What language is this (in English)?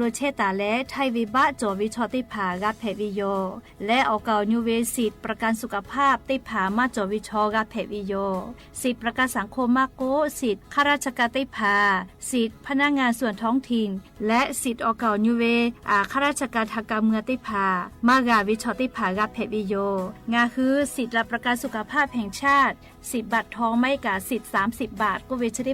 Lahu